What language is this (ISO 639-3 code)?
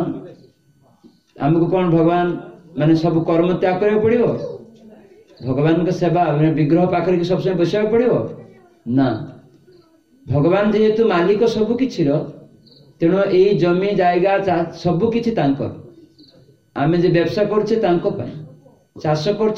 ori